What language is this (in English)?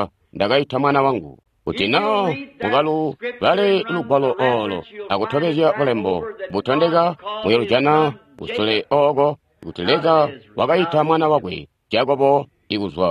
Tonga (Zambia)